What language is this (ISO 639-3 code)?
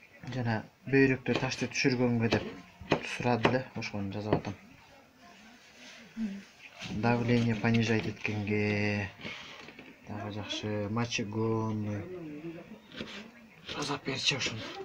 kir